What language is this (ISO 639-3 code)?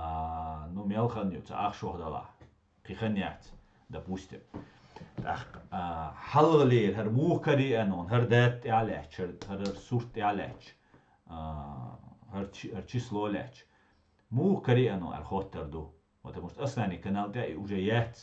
che